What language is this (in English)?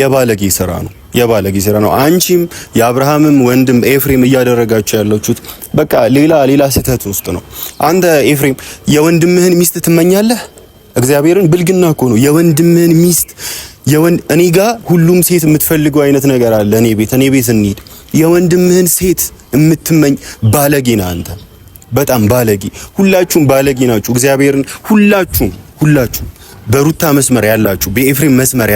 Amharic